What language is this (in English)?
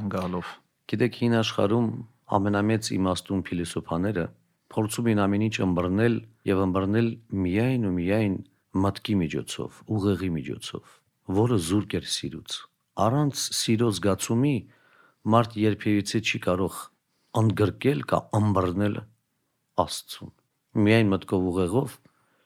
Armenian